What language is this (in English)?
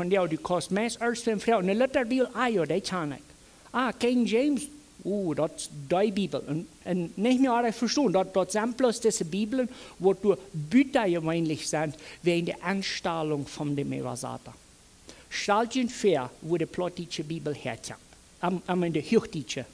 Plautdietsch